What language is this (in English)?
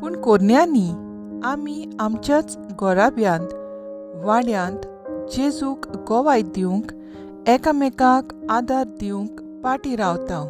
Konkani